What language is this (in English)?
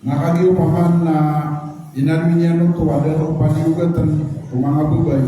Maranao